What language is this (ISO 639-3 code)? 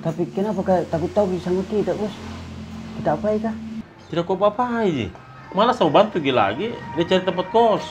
mfp